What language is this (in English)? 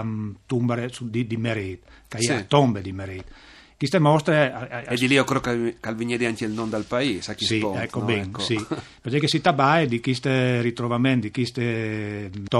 Friulian